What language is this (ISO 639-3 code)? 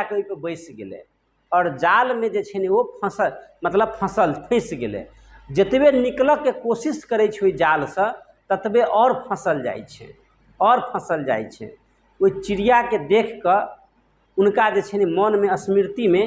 mai